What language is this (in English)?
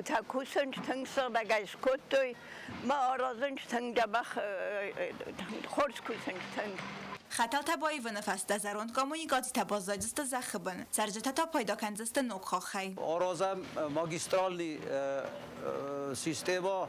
Ossetic